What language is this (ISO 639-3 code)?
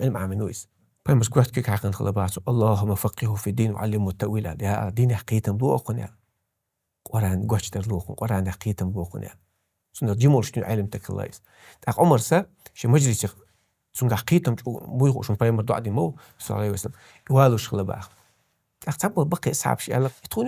che